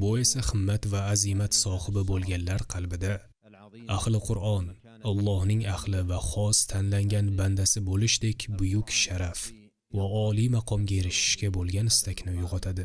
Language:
Uzbek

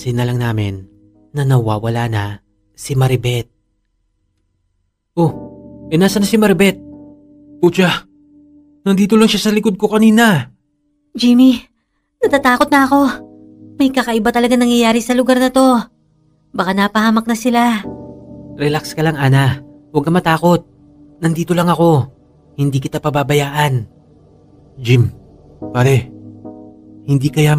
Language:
Filipino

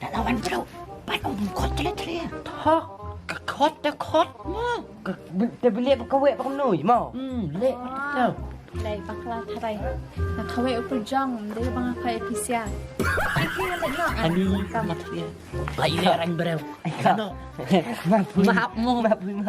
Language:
Khasi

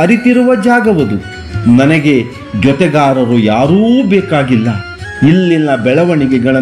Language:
Kannada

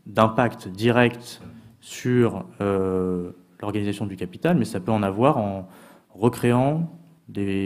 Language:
French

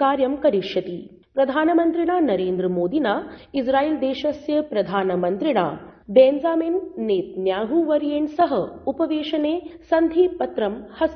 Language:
Sanskrit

